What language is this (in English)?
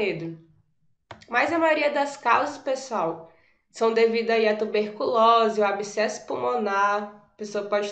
Portuguese